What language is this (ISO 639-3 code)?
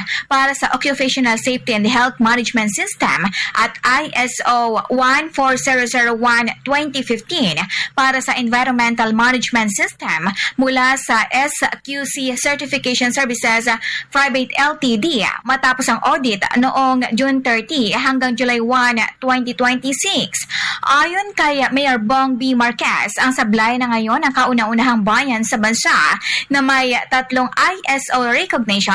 fil